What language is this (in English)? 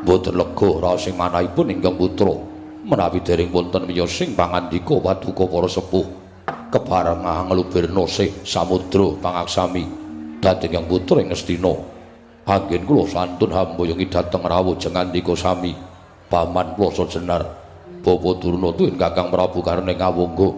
Javanese